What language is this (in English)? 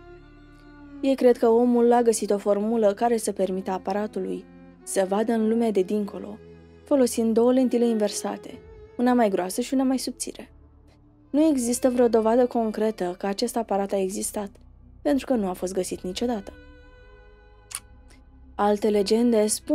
Romanian